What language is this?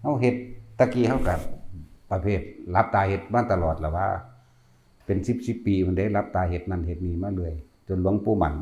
Northeastern Thai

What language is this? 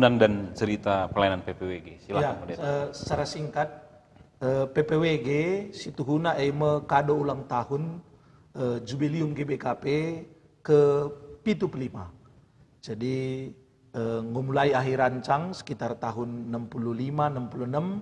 Batak Karo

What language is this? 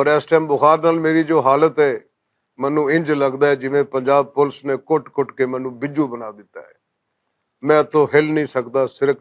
Western Panjabi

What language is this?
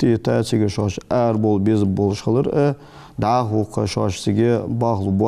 Ingush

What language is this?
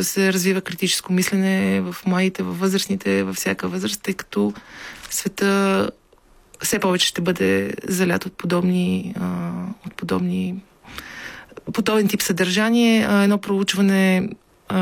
Bulgarian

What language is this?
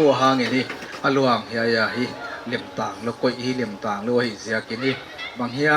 Paite Chin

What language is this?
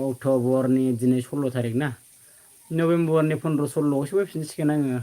Bodo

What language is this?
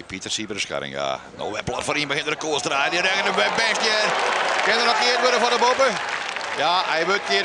Western Frisian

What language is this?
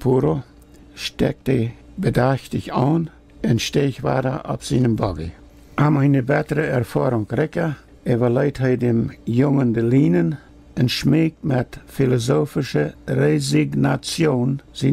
Plautdietsch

